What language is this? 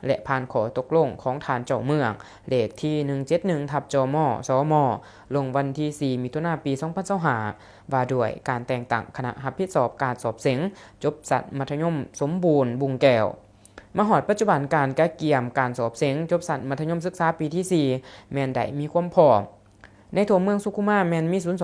Lao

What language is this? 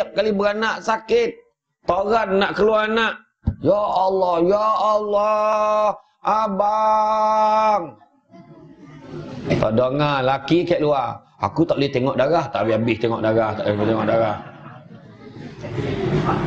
Malay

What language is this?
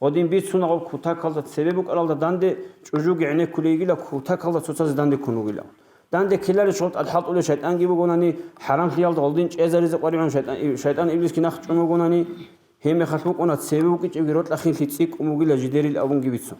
Avaric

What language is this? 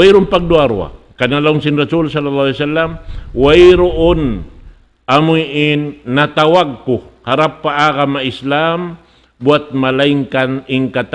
Tausug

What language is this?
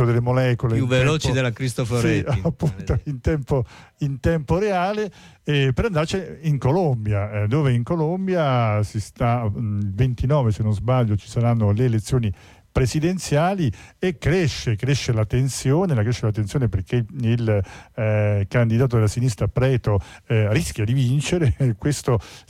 Italian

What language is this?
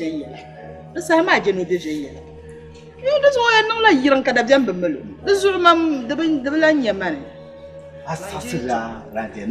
Dagbani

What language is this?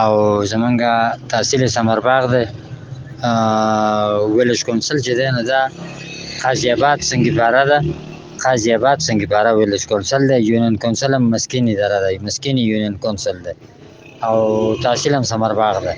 Pashto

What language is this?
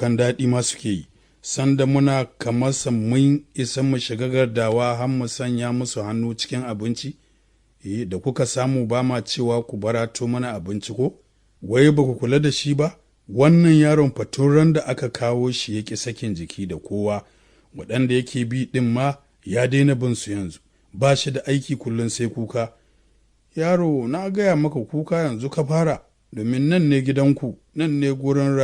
Hausa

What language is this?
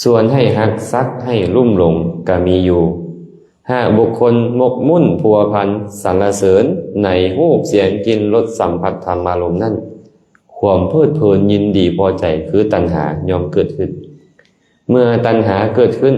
Lao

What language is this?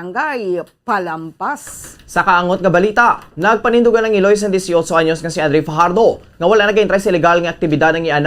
Hiligaynon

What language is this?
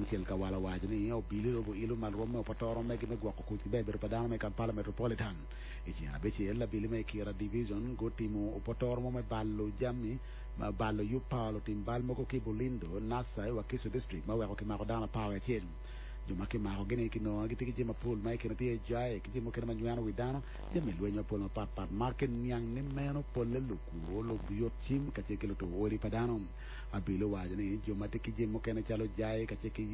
Acoli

